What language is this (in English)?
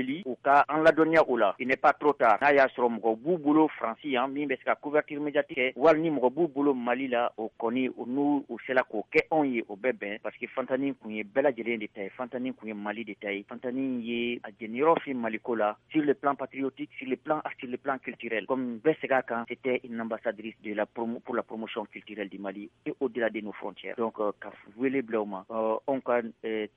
Bambara